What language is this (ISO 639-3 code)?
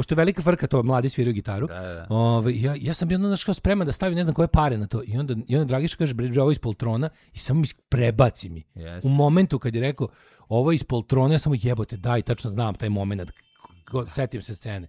srp